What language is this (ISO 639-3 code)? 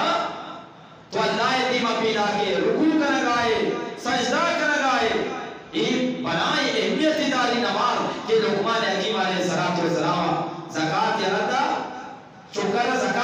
bgp